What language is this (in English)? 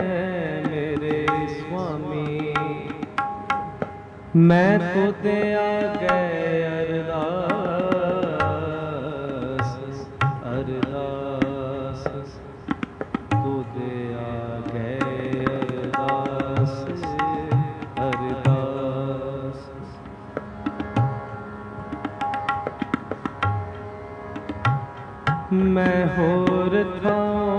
Punjabi